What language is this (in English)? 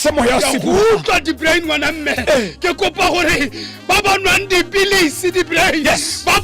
Tswana